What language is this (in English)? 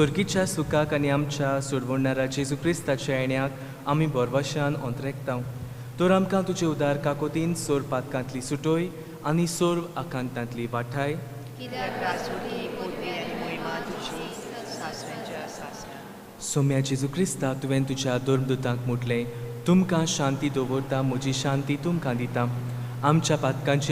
Konkani